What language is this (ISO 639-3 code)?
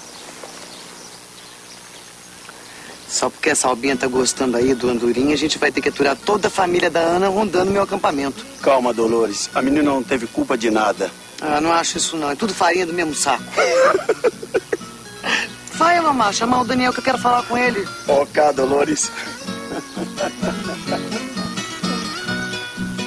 por